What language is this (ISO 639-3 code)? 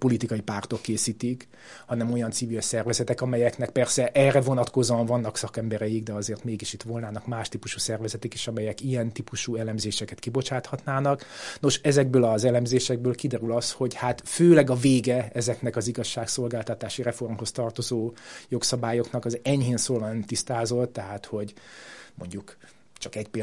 hun